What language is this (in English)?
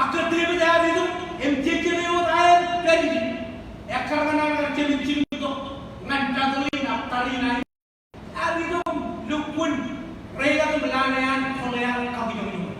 Marshallese